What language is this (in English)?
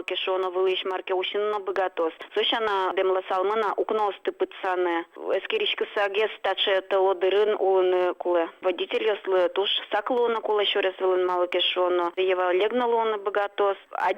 Udmurt